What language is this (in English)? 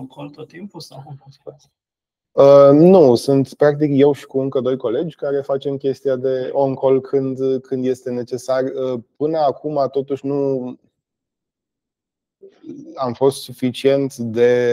Romanian